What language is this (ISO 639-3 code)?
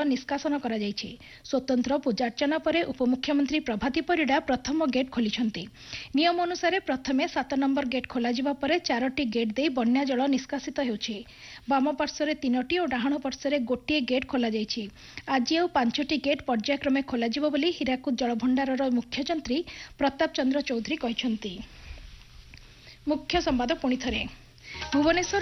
ori